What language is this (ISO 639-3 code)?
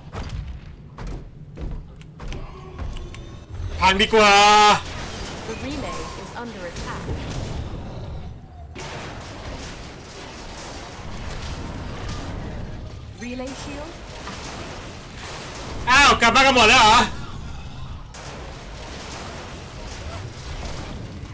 tha